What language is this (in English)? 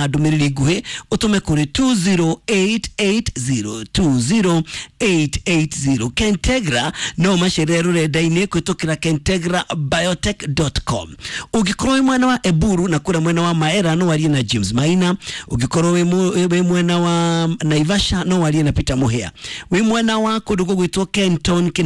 Kikuyu